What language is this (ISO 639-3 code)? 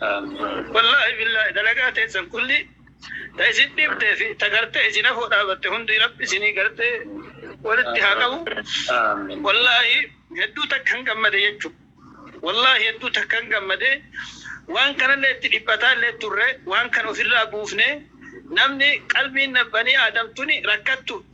orm